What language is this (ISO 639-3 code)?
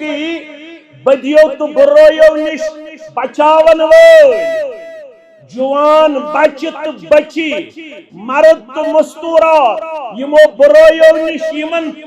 kas